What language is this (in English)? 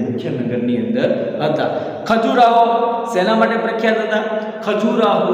Gujarati